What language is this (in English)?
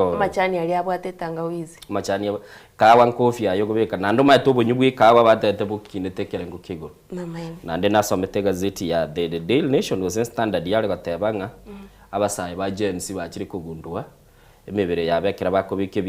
Gusii